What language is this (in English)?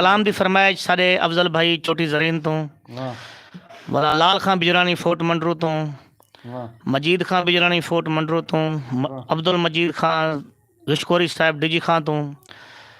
Saraiki